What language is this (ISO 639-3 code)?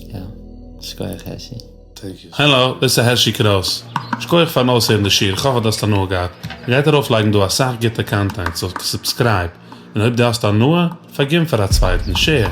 yid